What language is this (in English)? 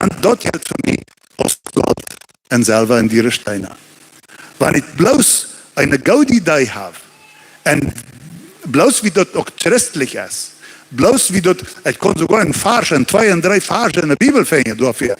Plautdietsch